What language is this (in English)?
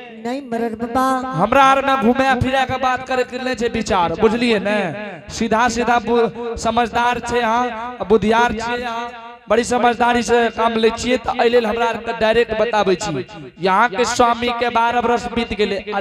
Angika